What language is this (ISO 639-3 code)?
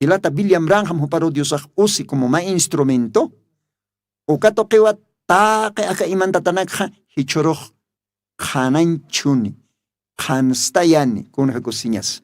aym